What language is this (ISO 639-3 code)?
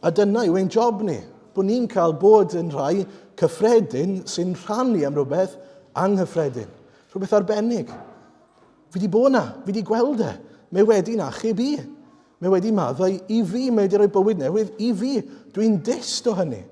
cym